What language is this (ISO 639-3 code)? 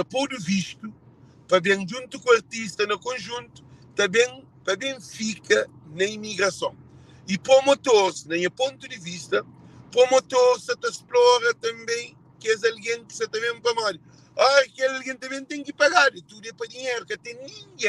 kea